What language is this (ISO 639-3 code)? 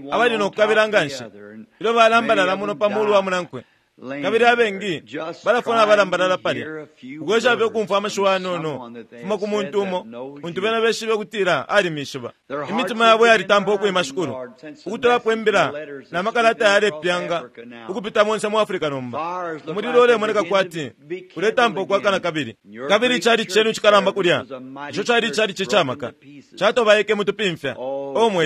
bem